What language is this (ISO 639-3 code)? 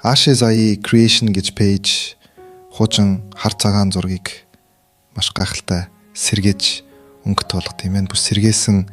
mon